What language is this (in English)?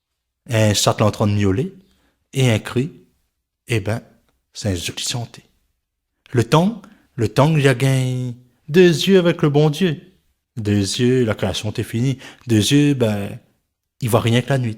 Réunion Creole French